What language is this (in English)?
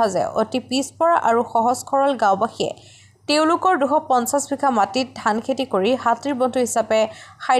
Assamese